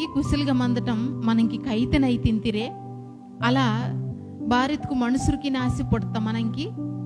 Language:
Koya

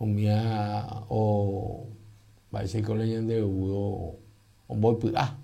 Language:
Guarani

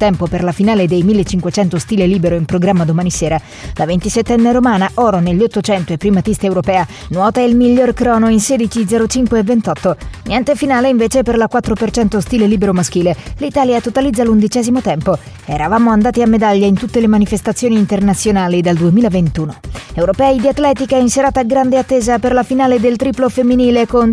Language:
Italian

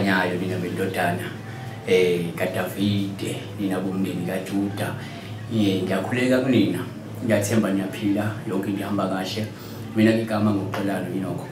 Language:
Zulu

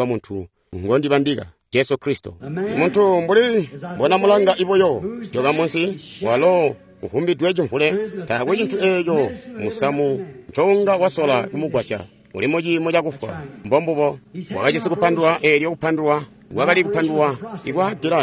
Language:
Tonga (Zambia)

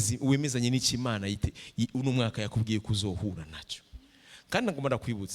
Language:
Rundi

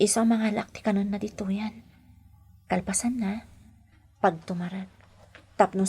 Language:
Iloko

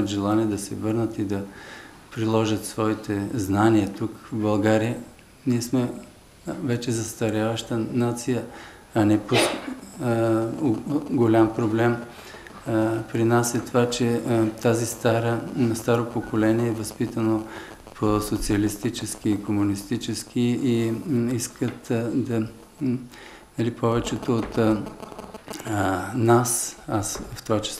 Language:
Bulgarian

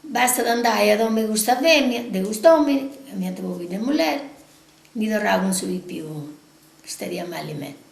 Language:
Sardinian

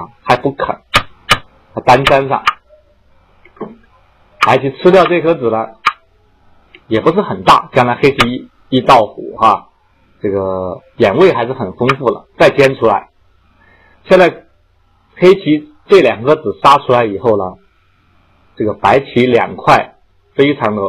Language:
Chinese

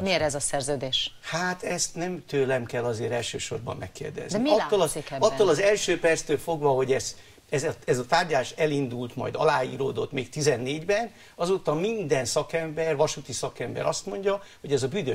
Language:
Hungarian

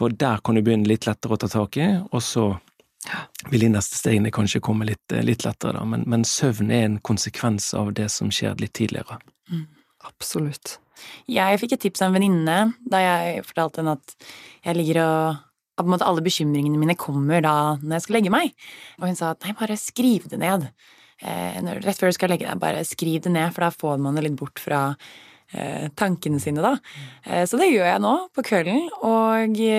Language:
Norwegian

